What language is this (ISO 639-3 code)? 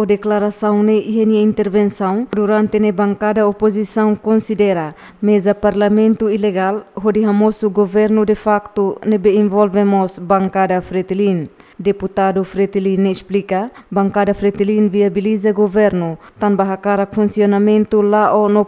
tet